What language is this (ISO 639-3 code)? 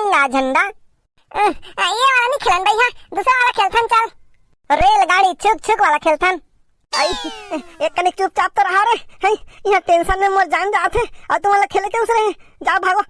hne